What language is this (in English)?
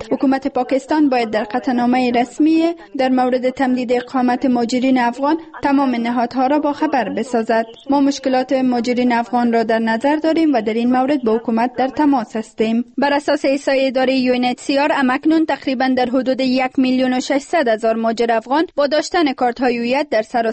Persian